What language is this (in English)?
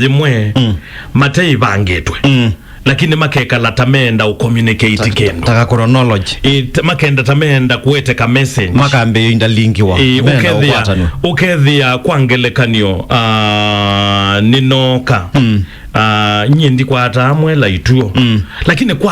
Kamba